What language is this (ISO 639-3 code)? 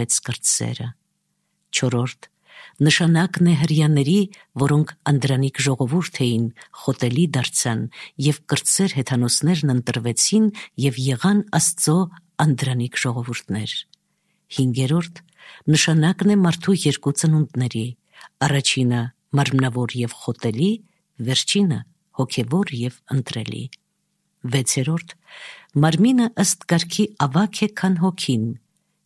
hye